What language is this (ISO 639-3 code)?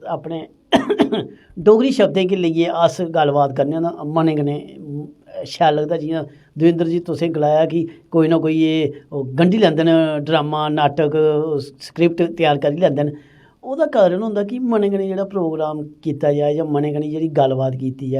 doi